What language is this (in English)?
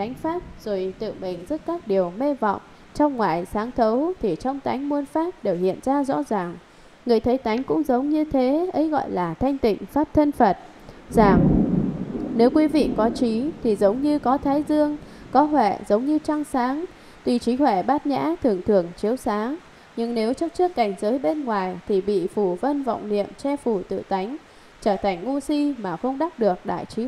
Vietnamese